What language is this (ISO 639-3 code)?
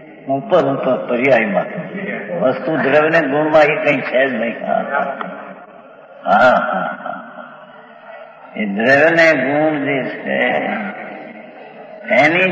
guj